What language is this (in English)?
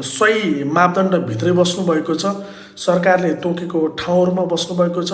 Nepali